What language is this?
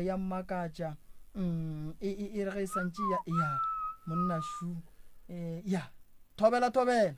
Northern Sotho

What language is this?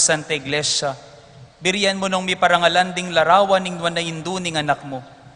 Pampanga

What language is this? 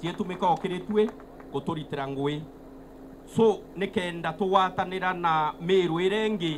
Meru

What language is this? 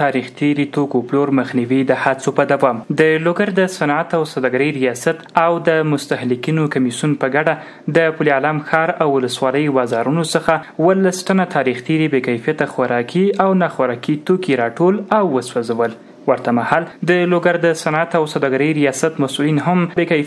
Pashto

